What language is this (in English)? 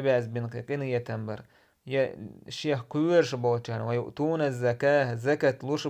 Chechen